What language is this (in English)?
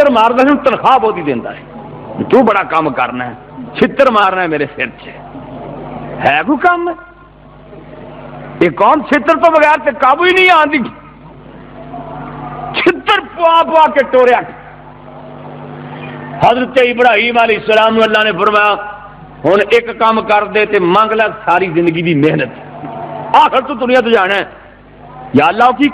Western Panjabi